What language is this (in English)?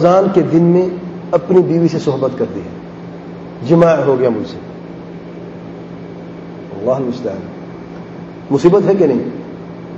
Urdu